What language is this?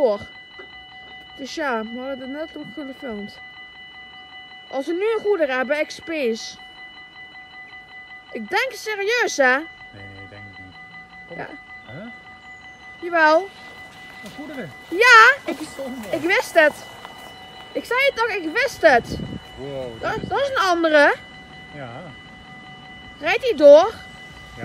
Dutch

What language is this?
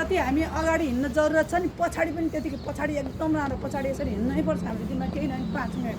Nepali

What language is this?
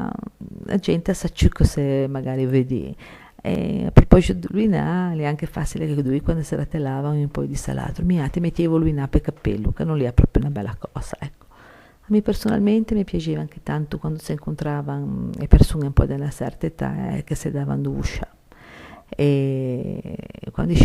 Ligurian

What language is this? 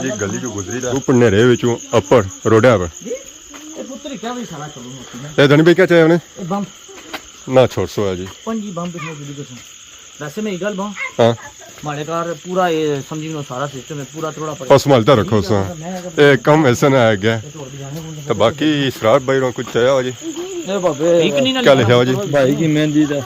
Pahari-Potwari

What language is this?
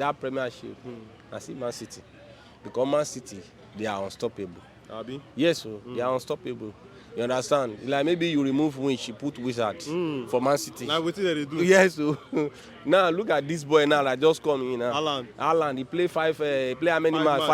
Nigerian Pidgin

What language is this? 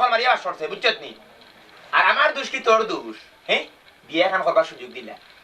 Sylheti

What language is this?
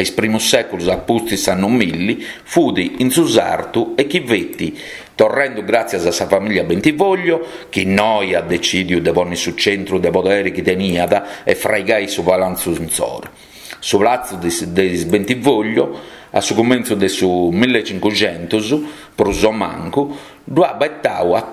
Sardinian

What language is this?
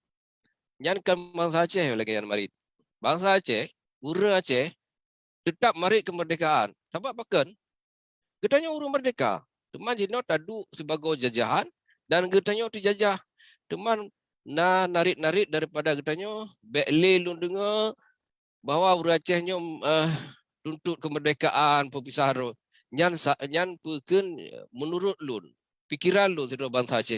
Achinese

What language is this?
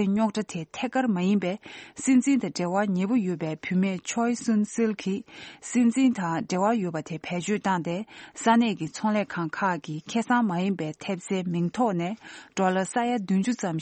Tibetan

